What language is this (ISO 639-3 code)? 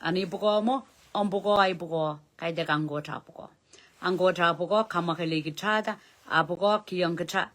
pon